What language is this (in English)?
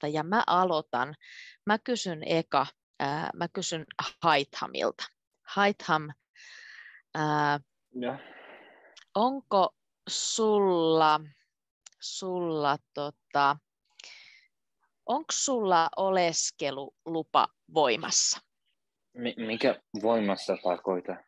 Finnish